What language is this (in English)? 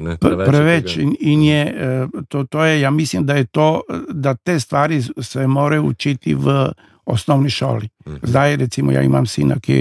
Slovenian